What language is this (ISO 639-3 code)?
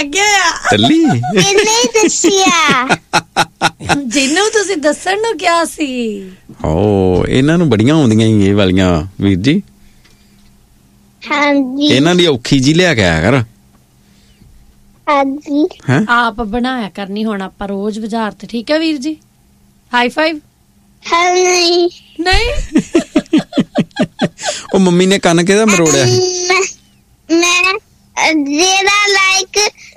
pan